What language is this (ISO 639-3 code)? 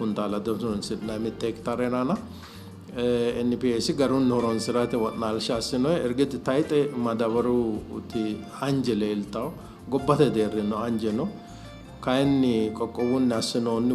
sid